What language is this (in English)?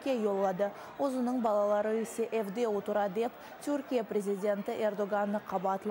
Crimean Tatar